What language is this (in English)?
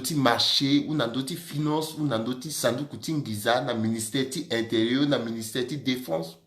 Sango